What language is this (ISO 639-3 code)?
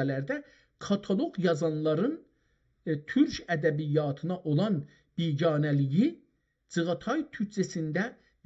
azb